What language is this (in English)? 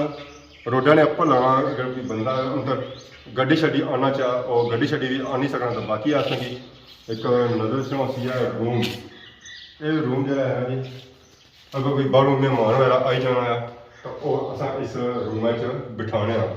Pahari-Potwari